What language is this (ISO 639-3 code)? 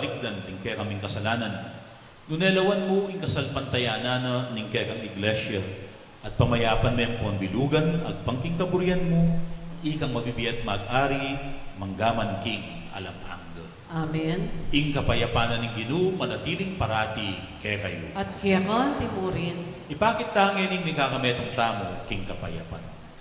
pam